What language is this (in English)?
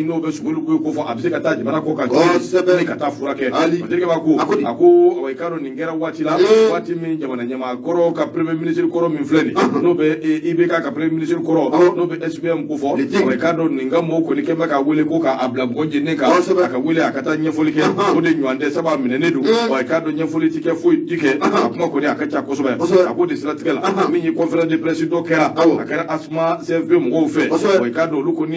Bambara